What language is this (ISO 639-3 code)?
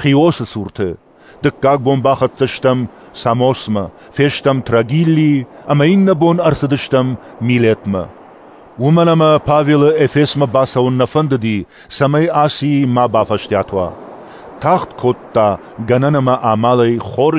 oss